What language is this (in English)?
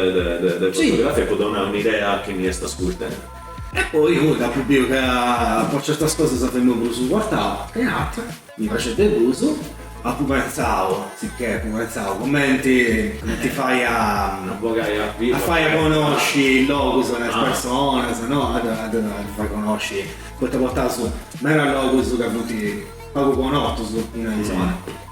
Sardinian